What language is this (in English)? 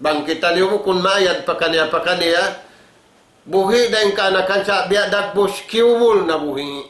Tausug